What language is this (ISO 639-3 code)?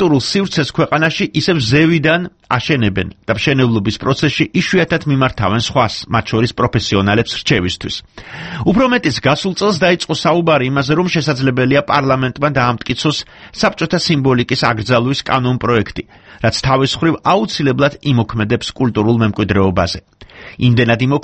kat